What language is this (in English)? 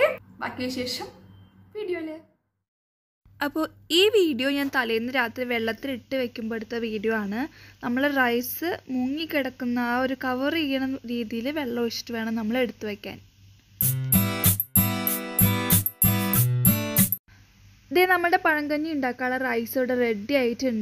Malayalam